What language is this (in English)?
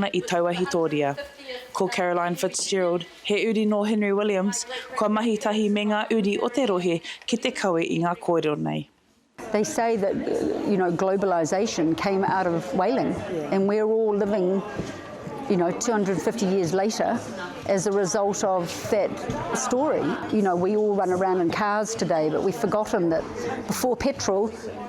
Māori